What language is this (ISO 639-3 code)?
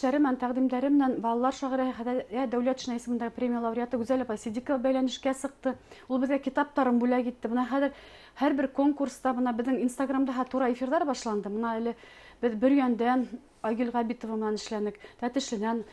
bak